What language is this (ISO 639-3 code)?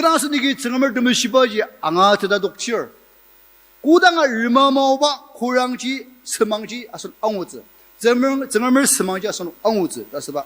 njo